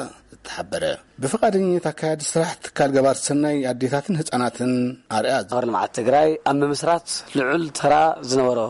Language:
Tigrinya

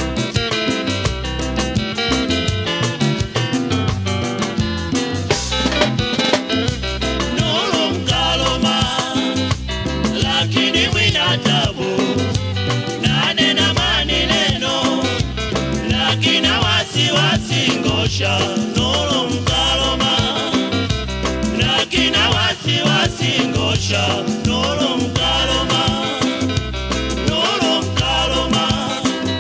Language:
Swahili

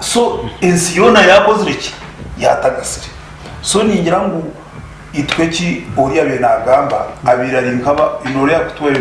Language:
Nyankole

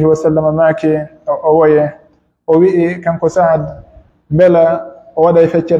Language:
Pular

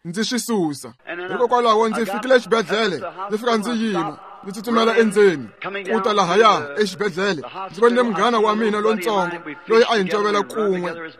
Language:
Tsonga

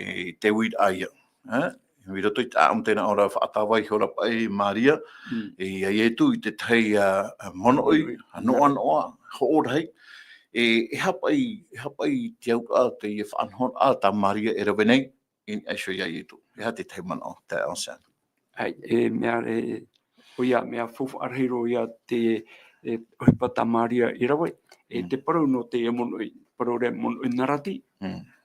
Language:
Tahitian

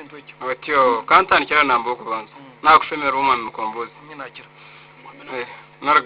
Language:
Nyankole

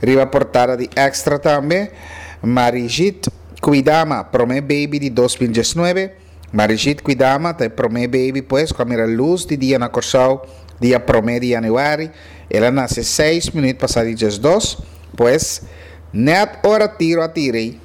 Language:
Papiamento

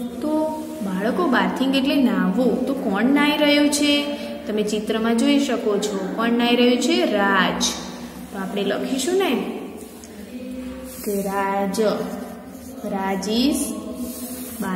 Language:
Gujarati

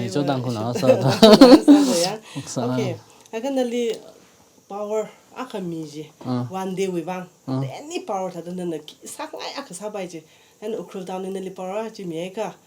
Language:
Tangkhul Naga (India)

